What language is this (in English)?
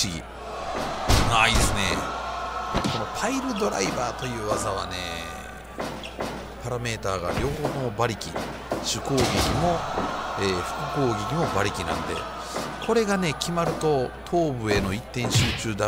Japanese